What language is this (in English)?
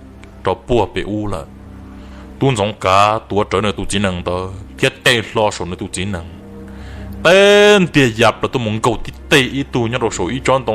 Hmong